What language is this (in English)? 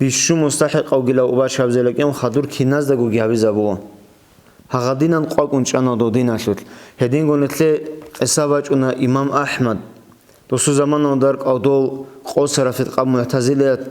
Avaric